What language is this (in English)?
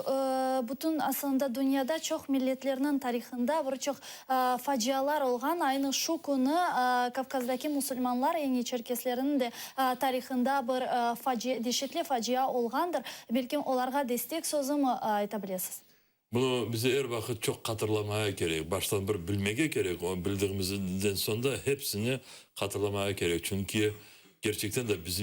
Crimean Tatar